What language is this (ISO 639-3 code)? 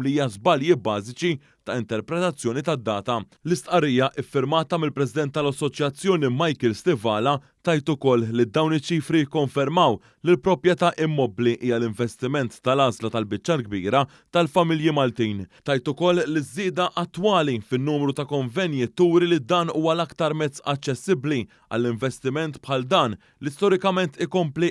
mlt